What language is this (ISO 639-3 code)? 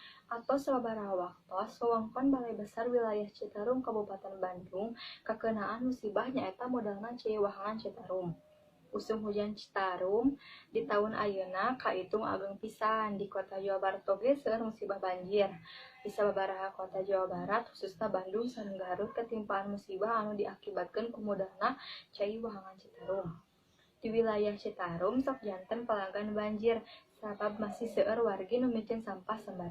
sun